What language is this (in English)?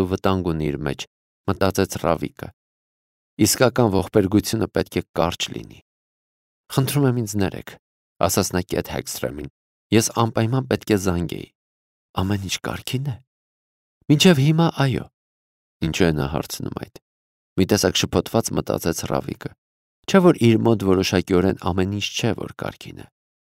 Armenian